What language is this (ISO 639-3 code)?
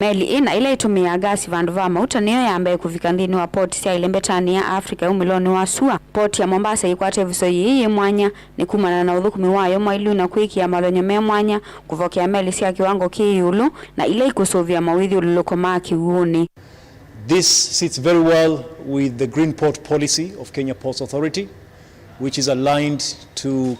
kam